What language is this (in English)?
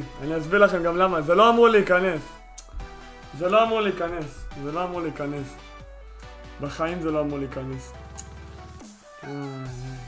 Hebrew